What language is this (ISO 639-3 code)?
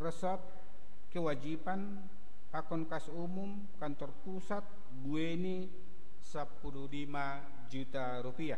bts